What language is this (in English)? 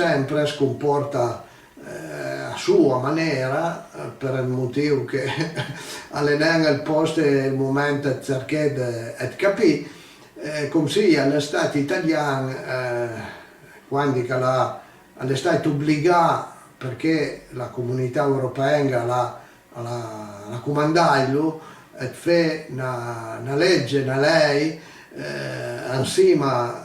Piedmontese